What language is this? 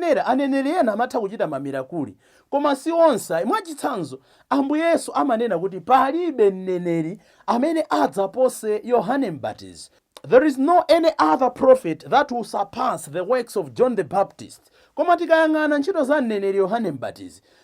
Nyanja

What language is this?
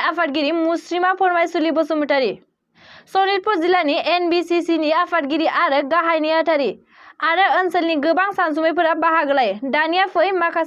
Bodo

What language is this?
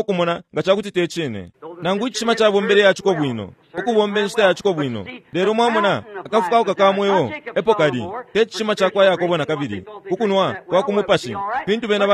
Bemba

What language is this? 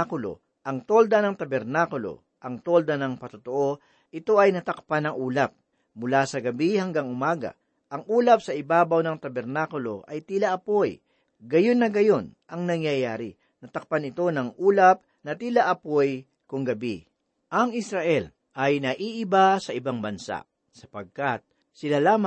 Filipino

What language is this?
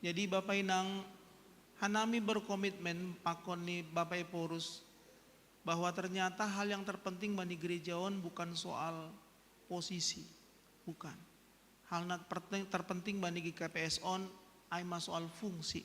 Batak Simalungun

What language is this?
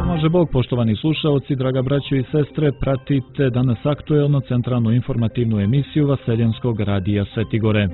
Serbian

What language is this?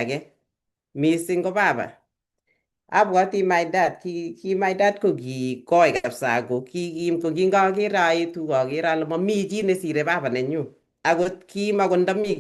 Kalenjin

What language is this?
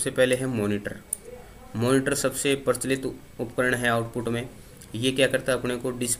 Hindi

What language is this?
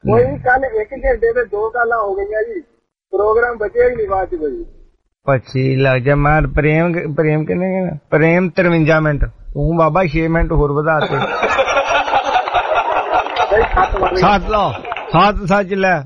Punjabi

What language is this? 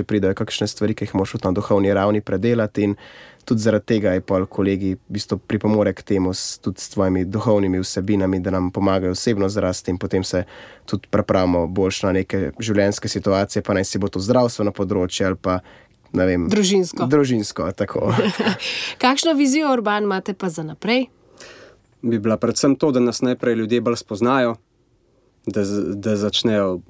Slovenian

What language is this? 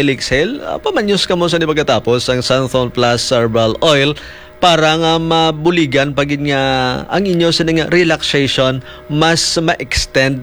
Hiligaynon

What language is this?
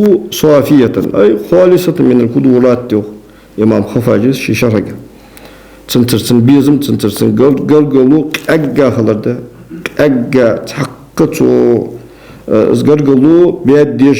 Ingush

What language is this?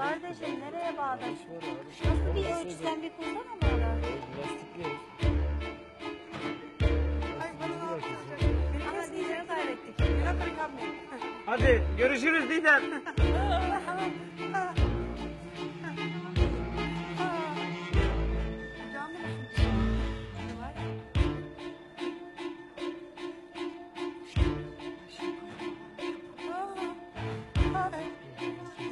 Turkish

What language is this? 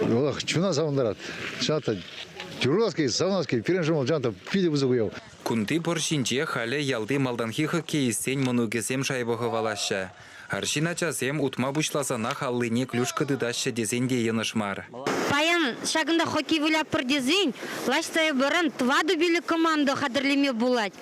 Chuvash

